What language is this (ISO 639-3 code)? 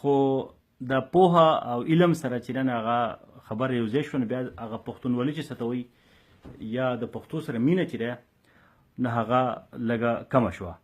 pus